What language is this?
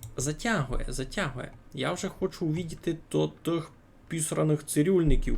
Rusyn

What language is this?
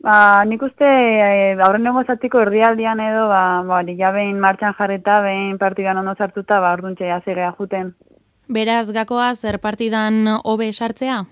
Basque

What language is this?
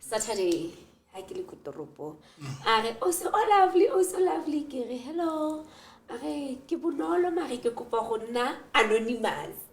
Southern Sotho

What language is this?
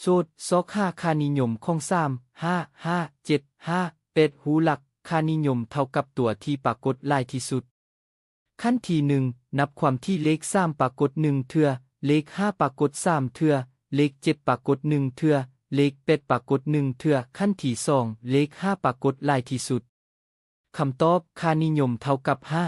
Lao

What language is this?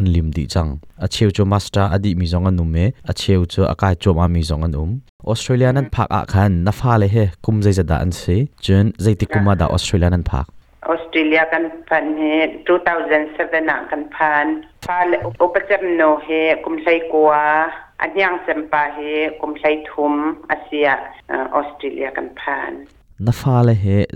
Hakha Chin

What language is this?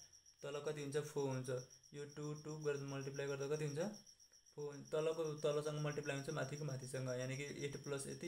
Nepali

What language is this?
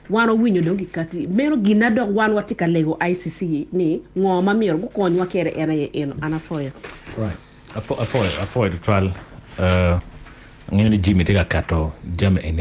Acoli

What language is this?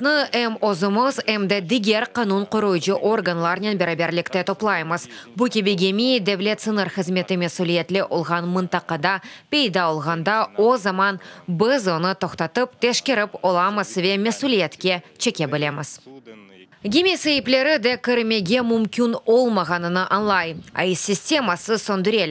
Crimean Tatar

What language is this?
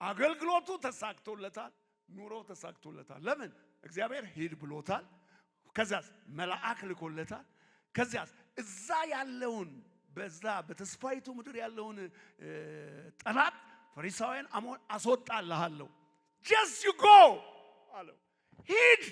Amharic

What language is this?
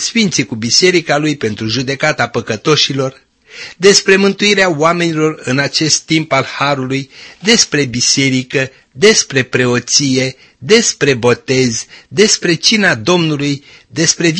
Romanian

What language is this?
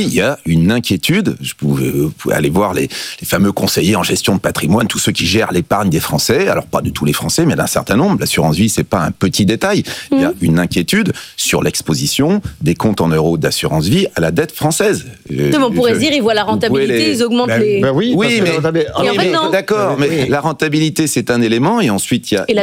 French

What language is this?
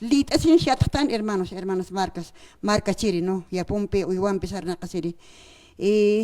Aymara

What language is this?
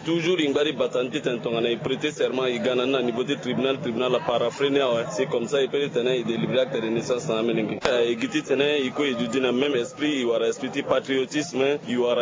Sango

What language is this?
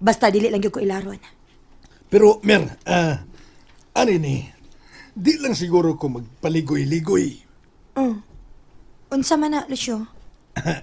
Cebuano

